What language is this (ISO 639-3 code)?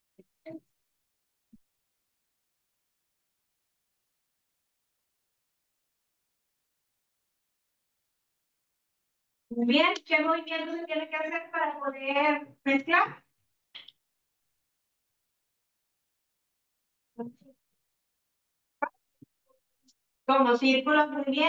spa